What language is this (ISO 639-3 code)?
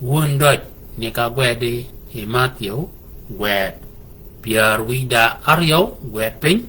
shk